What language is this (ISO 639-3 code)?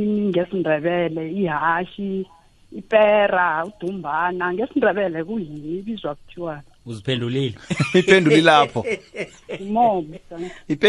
nbl